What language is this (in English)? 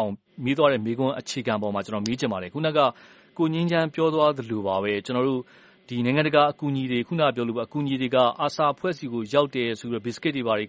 Burmese